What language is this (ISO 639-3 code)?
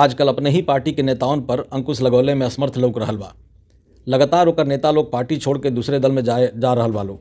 bho